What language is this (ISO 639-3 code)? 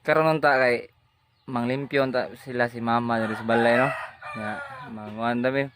ceb